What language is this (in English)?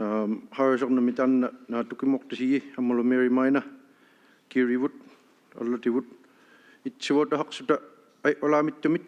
Inuktitut